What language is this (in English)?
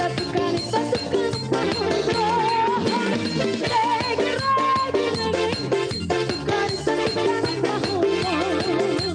Batak Toba